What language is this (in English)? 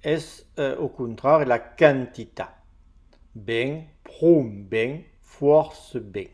Occitan